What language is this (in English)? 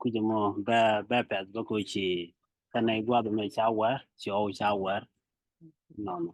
Nuer